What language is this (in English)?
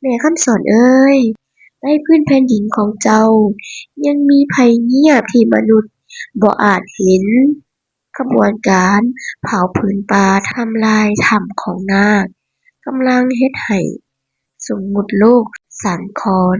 Northeastern Thai